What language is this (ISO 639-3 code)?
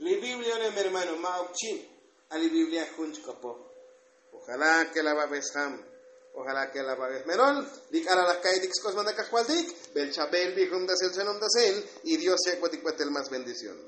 tzo